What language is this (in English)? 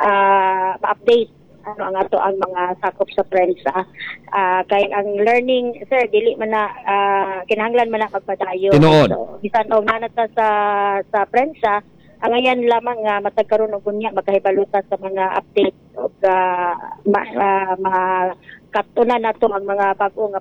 Cebuano